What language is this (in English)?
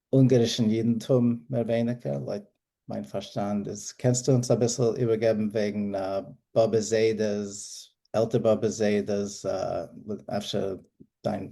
Yiddish